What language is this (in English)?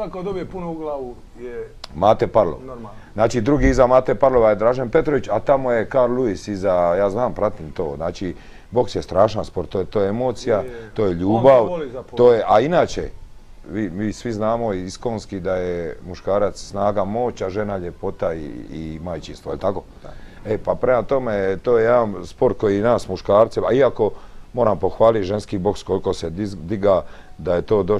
Croatian